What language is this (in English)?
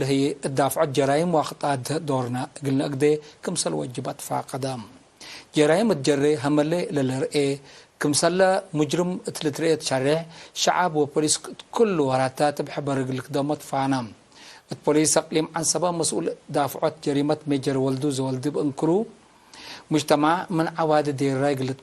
Tigre